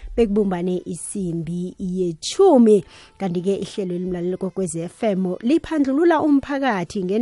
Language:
South Ndebele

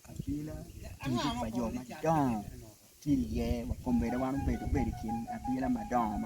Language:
Acoli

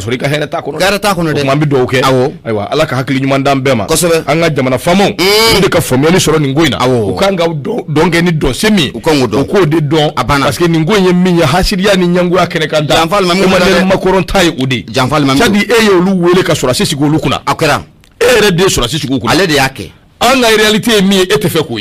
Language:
Bambara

